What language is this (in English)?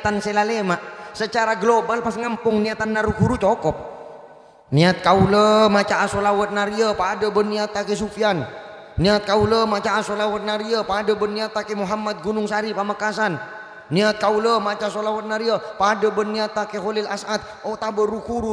Madurese